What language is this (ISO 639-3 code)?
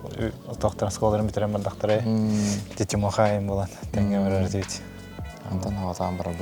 sah